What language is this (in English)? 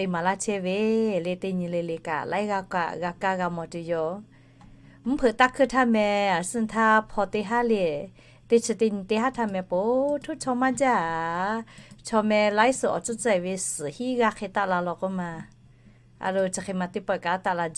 Lahu